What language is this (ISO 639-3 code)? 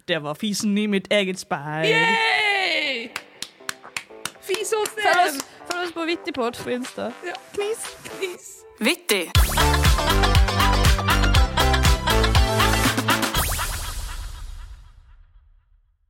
nor